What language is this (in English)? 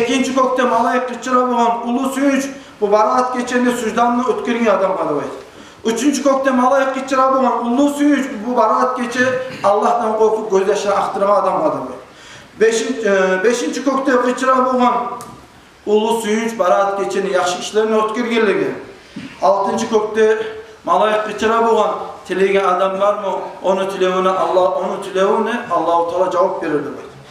Kumyk